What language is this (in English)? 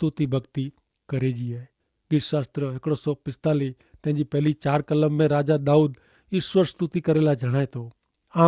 Kachhi